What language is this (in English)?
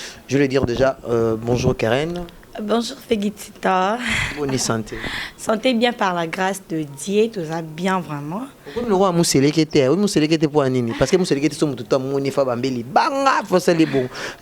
Lingala